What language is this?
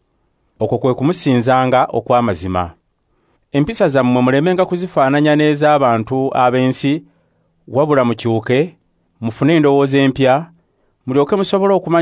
Ganda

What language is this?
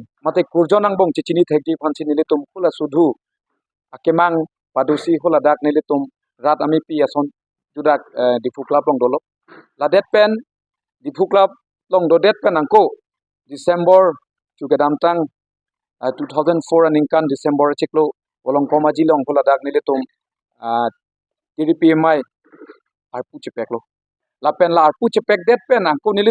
Karbi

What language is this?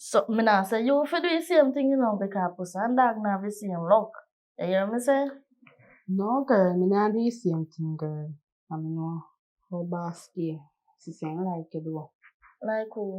Jamaican Creole English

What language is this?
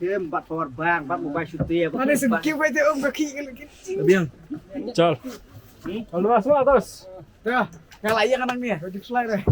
Khasi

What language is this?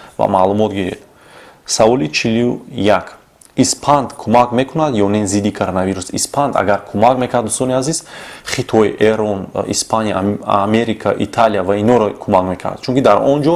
Tajik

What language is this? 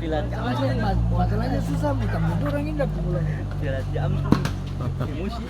Ambonese Malay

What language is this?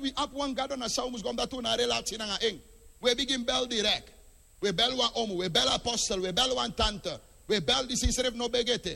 Sranan Tongo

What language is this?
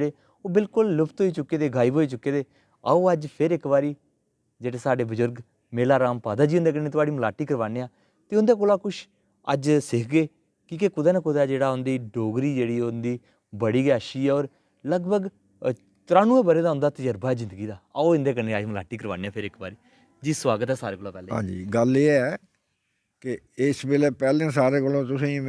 Dogri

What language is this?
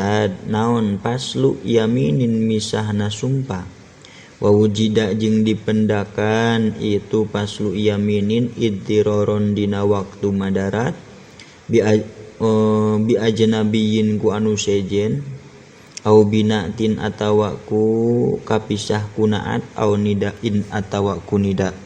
Sundanese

